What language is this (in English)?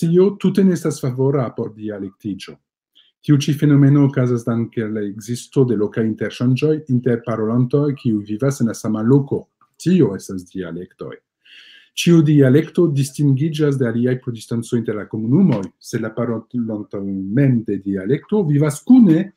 Esperanto